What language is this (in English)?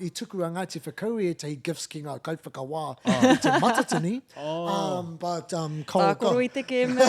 Māori